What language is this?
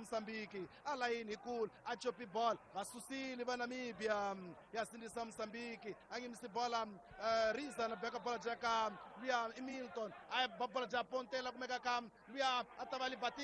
Tsonga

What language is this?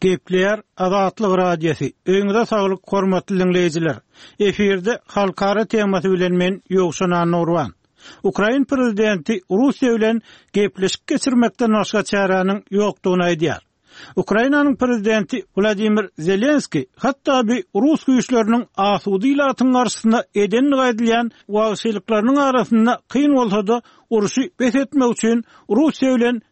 Turkmen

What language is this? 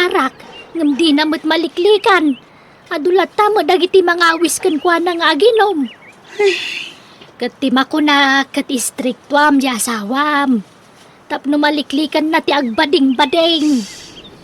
Iloko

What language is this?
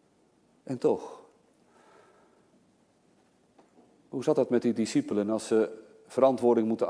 Dutch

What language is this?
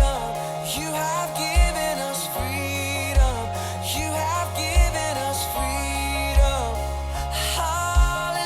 Plautdietsch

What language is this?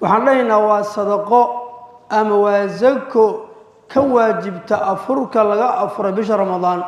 Somali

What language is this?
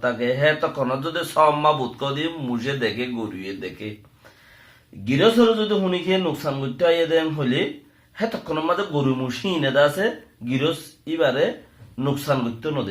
Rohingya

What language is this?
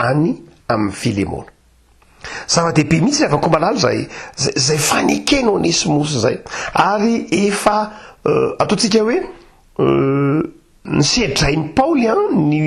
Malagasy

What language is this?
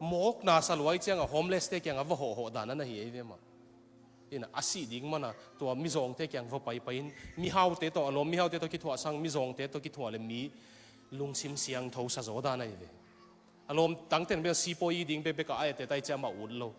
Tedim Chin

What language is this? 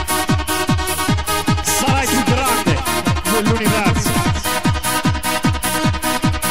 Italian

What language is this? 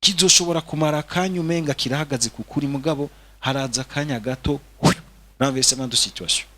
Rundi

